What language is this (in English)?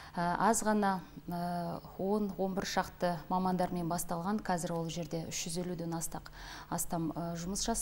Kazakh